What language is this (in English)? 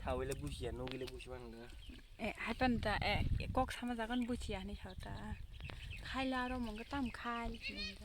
Kok Borok